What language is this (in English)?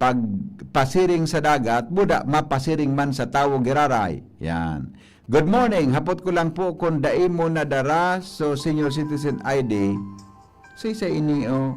Bikol